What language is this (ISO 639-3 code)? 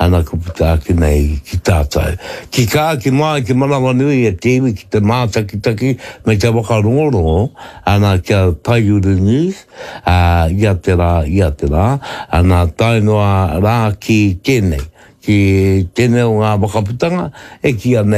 mri